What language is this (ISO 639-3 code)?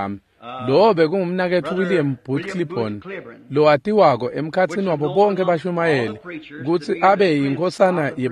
ssw